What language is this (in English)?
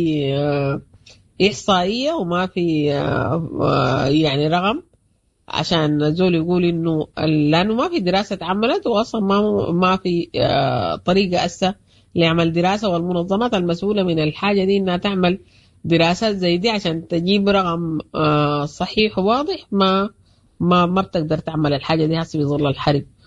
Sudanese Arabic